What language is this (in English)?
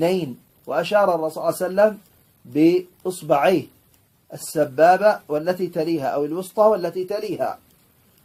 Arabic